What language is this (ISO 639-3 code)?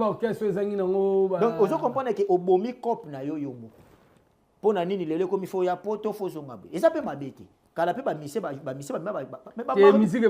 lin